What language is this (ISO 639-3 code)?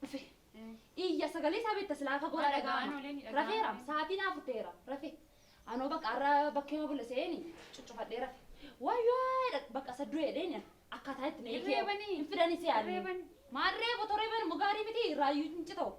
orm